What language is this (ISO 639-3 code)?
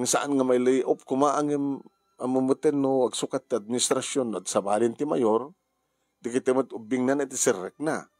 ilo